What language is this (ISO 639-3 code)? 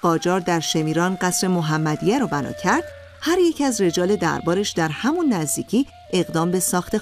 fas